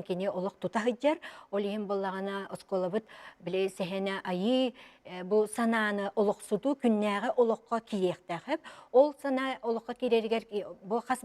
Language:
Yakut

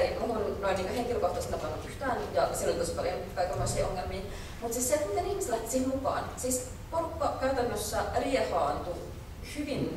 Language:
Finnish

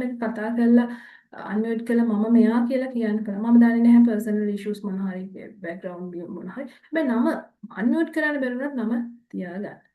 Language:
Sinhala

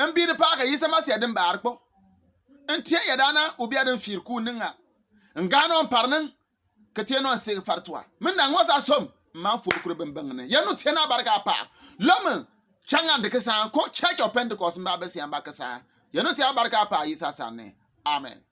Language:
Bimoba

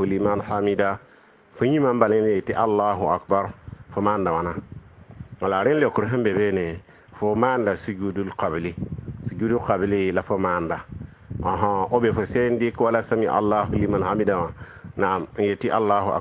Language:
Mossi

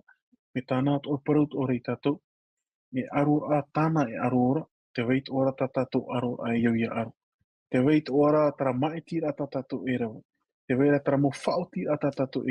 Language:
Tahitian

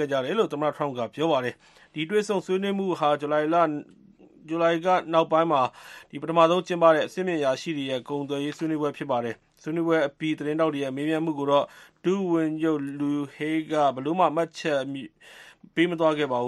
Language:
Burmese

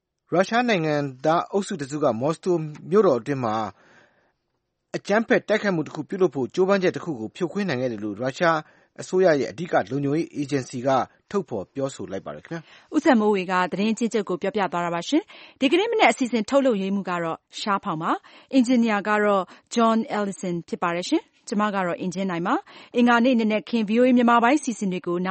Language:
Burmese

